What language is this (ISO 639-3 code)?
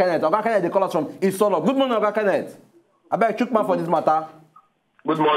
pcm